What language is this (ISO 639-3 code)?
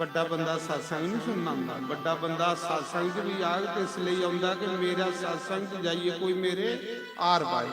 doi